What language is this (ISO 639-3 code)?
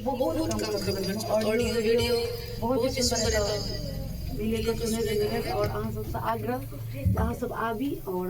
mai